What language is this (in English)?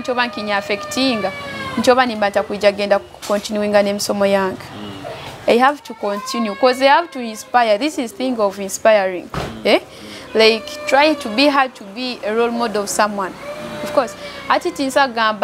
Nyoro